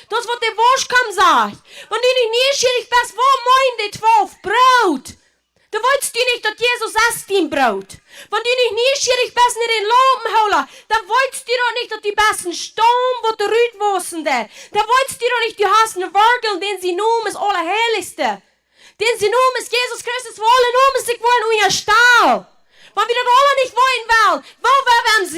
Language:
Plautdietsch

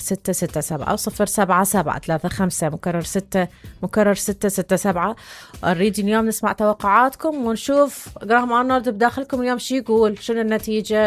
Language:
Mesopotamian Arabic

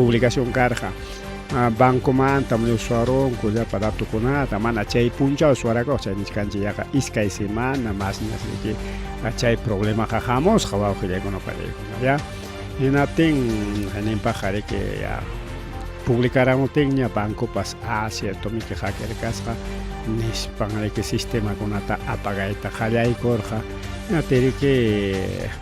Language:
Ayacucho Quechua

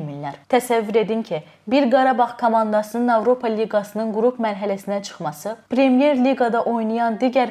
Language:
Azerbaijani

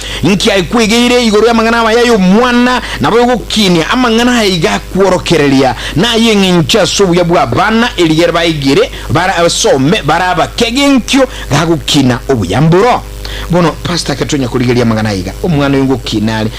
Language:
Gusii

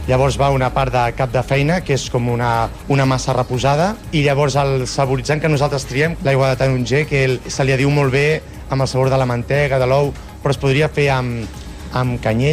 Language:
Catalan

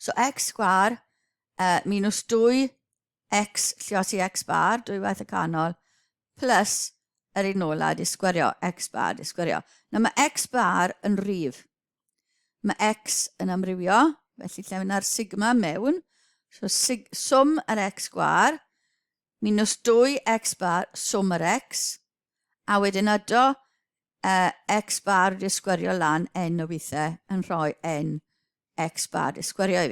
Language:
Welsh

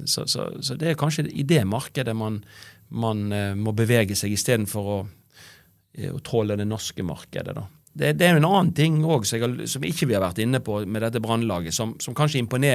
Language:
Norwegian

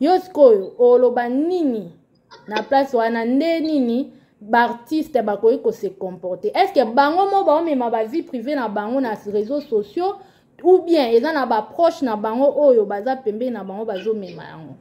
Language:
Lingala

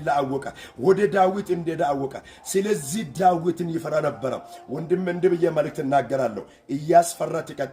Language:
Amharic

